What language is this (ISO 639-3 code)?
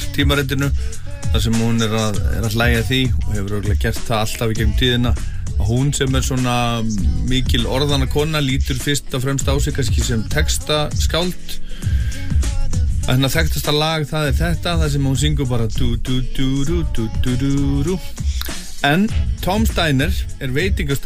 isl